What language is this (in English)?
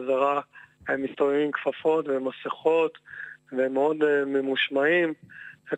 Hebrew